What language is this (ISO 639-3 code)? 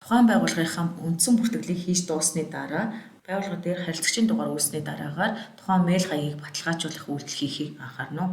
mon